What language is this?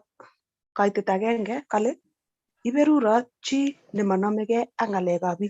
Kalenjin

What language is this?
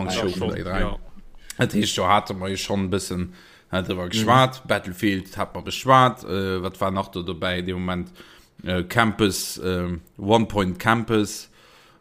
Luxembourgish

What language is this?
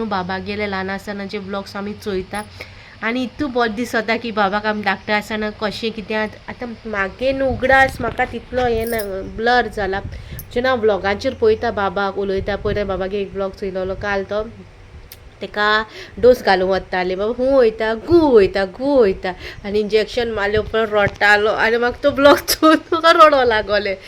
Konkani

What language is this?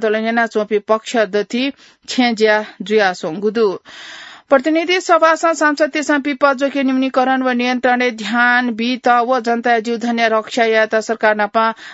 Newari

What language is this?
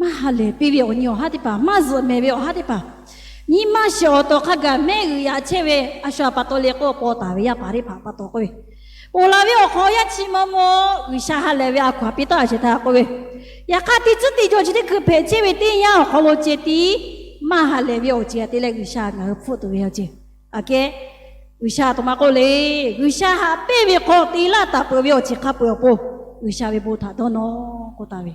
Lahu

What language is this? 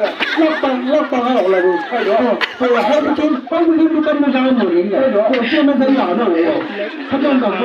Chang Naga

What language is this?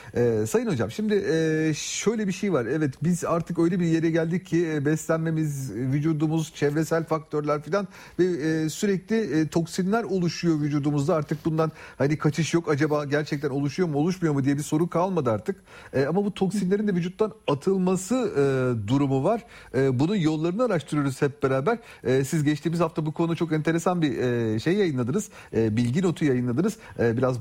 Turkish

